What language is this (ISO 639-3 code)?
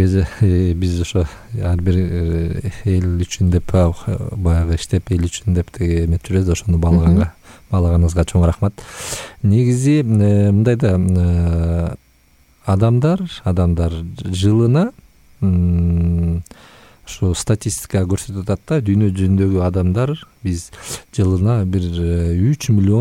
kir